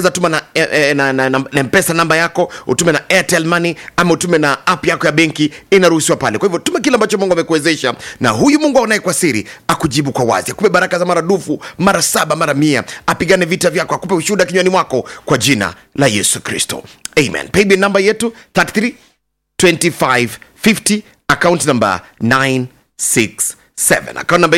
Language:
Swahili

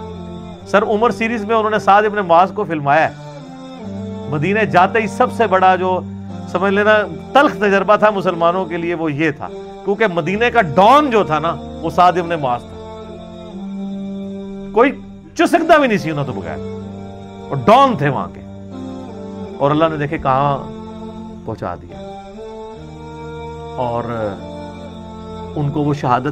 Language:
Urdu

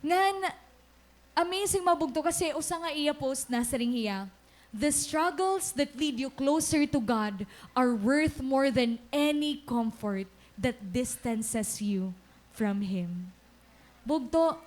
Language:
Waray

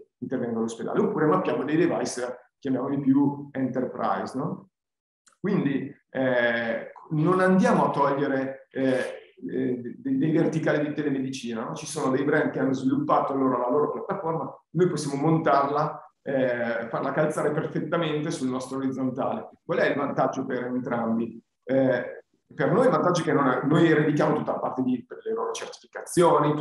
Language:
Italian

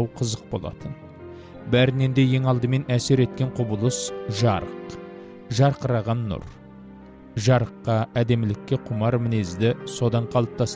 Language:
Kazakh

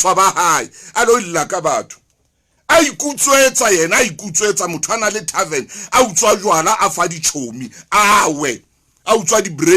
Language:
Southern Sotho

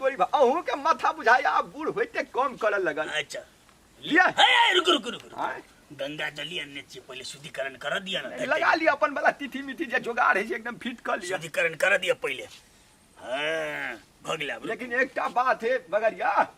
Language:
Maithili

